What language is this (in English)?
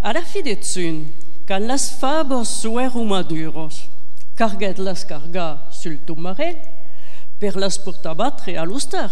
Occitan